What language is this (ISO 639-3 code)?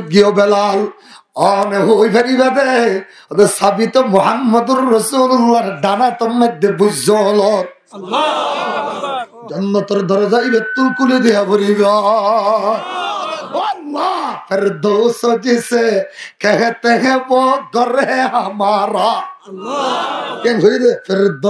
rhg